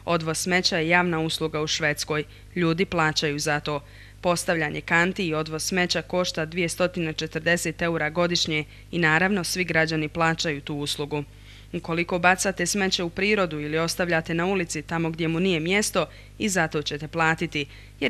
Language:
Bosnian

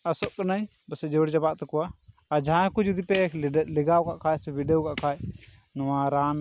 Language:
Santali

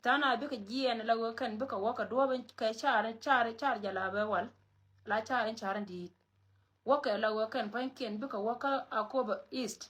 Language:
Nuer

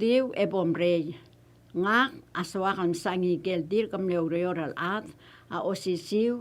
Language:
Palauan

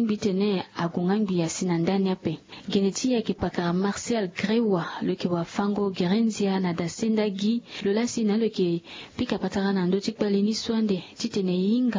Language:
Sango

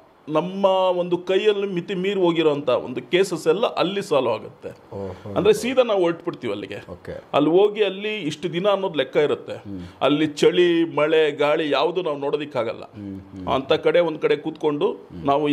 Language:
Kannada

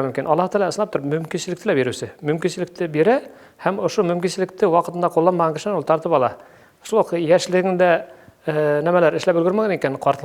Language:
Bashkir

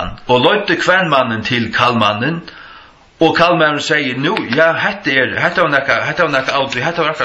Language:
Faroese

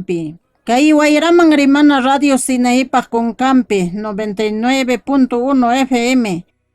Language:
Quechua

